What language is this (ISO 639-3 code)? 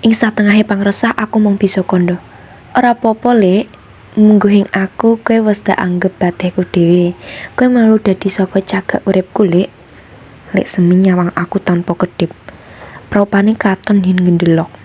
jav